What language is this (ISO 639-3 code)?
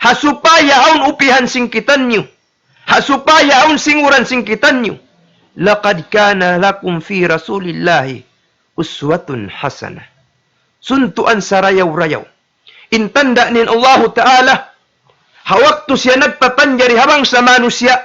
tsg